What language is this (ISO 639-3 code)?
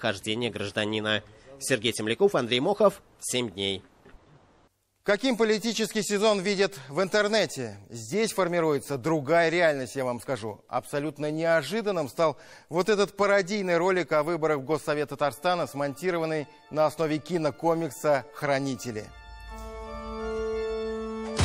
rus